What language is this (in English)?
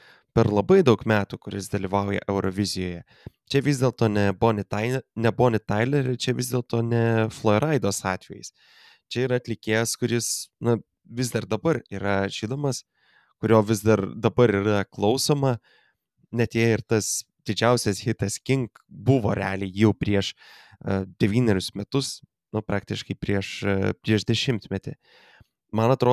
Lithuanian